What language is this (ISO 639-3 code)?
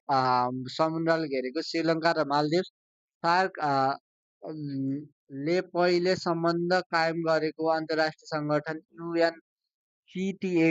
nep